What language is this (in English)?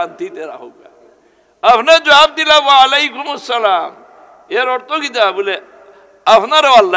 Sylheti